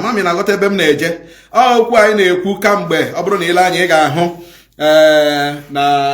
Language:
Igbo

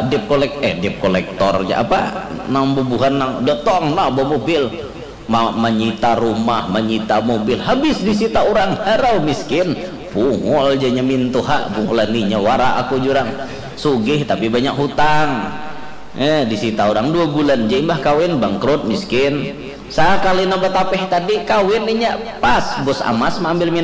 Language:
Banjar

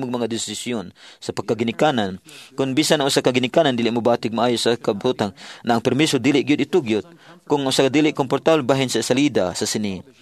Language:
Cebuano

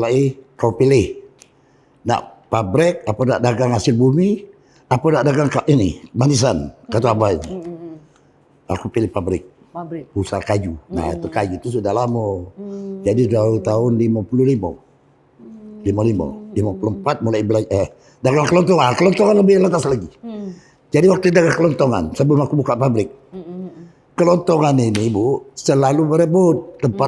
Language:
Musi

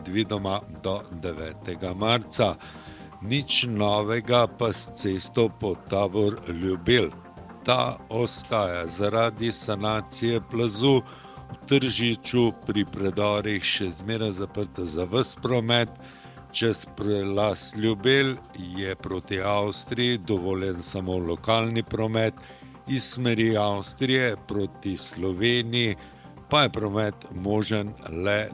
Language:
Slovenian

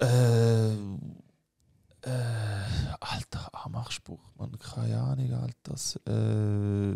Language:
Swiss German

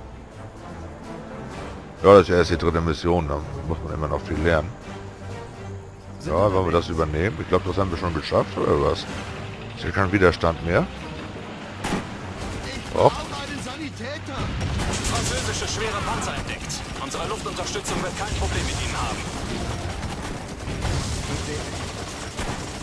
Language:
German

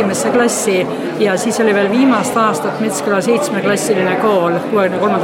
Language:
Estonian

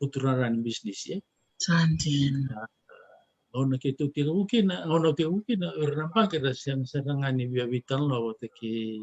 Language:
Fijian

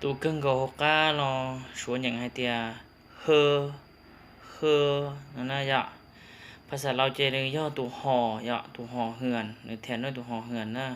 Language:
Hmong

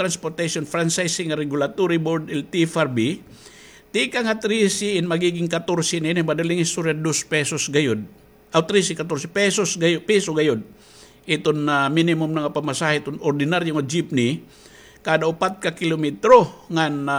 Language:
Waray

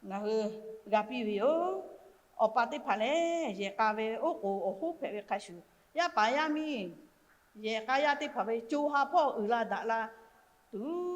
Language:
Lahu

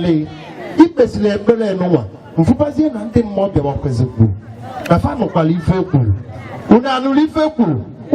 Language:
Igbo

